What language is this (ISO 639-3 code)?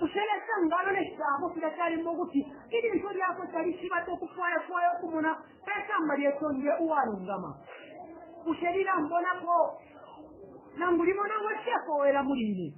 bem